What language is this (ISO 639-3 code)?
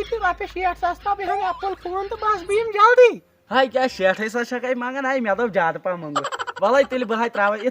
kas